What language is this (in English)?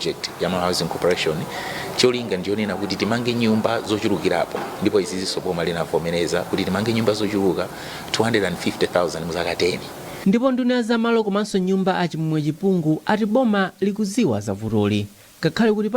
Nyanja